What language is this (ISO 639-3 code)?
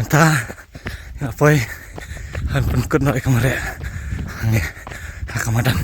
kha